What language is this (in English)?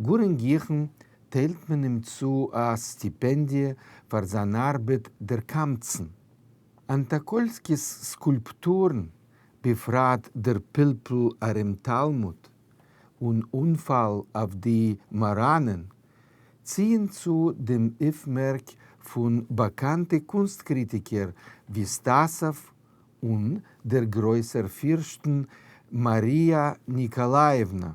Yiddish